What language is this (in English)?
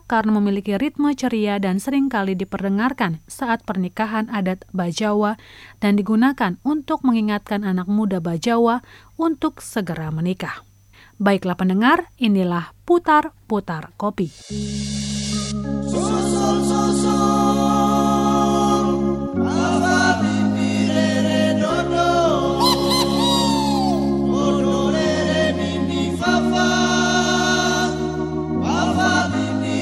Indonesian